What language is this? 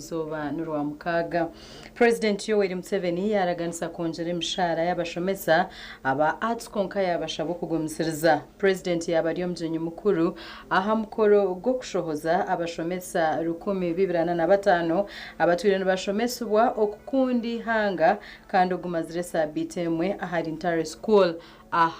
Nyankole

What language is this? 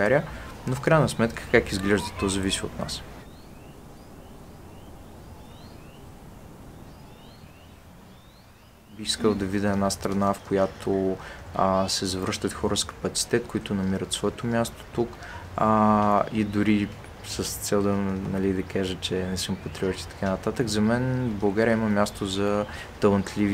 Bulgarian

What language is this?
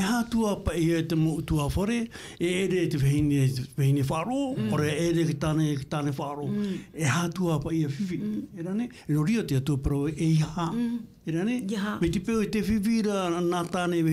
Tahitian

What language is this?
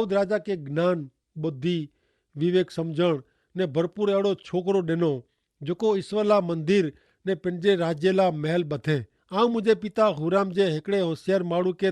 Kachhi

